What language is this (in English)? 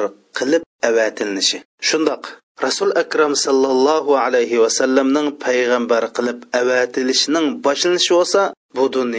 Uyghur